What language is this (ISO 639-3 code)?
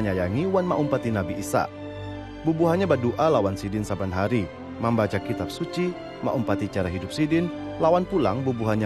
bjn